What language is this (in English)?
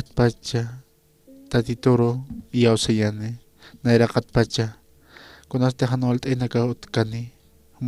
Aymara